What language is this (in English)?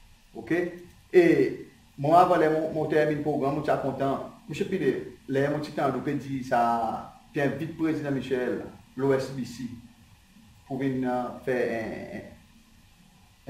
Seselwa Creole French